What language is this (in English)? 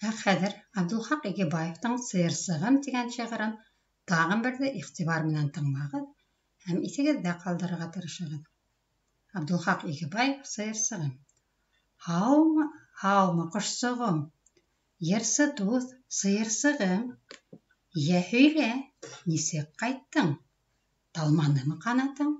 Bashkir